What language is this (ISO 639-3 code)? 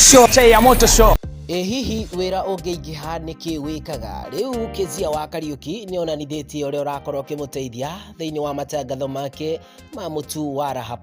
kik